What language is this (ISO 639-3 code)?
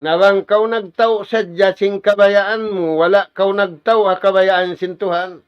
tsg